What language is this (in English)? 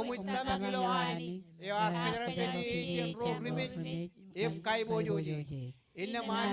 Marshallese